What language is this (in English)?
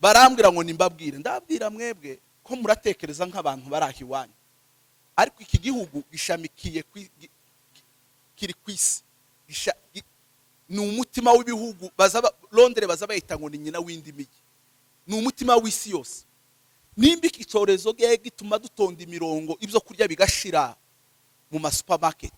Kinyarwanda